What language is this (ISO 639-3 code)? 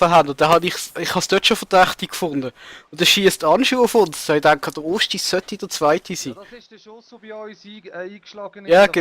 gsw